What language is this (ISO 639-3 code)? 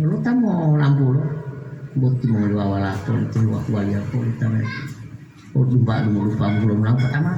gor